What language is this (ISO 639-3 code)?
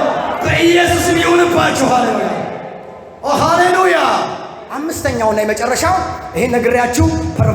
amh